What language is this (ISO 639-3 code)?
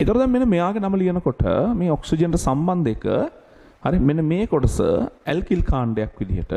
sin